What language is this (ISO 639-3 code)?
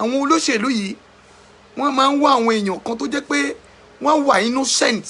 yor